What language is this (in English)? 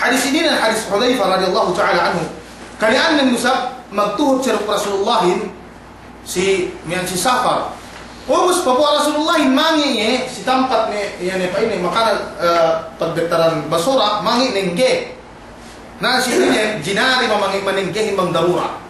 Yakan